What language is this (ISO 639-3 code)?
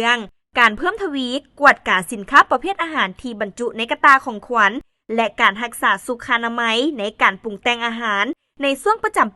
lao